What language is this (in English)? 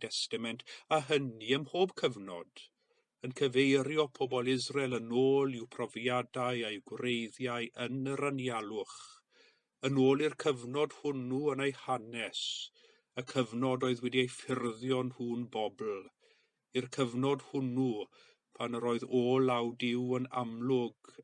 Welsh